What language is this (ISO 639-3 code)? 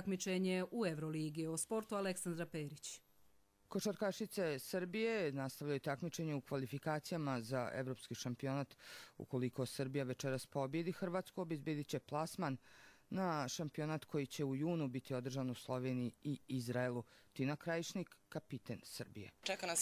hrv